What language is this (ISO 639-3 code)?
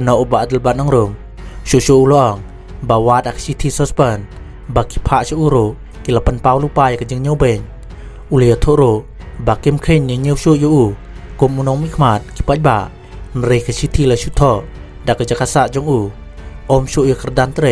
kha